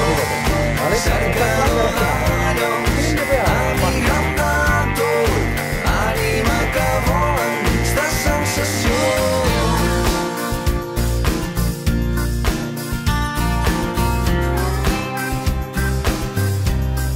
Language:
Catalan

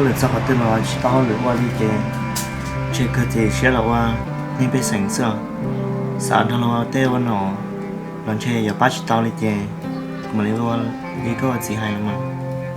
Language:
Hmong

